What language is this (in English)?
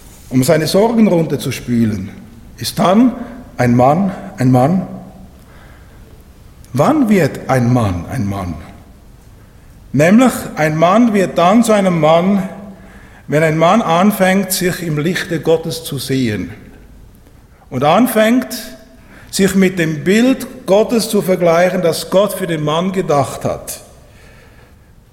German